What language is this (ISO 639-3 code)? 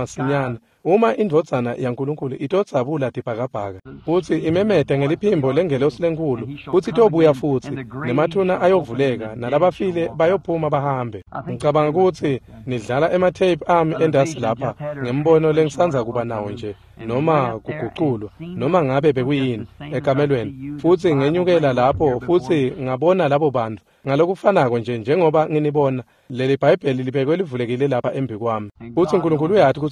ssw